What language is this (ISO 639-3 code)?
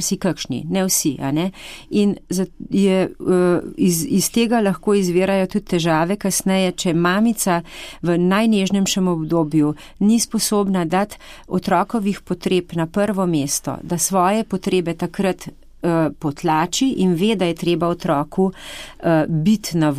slv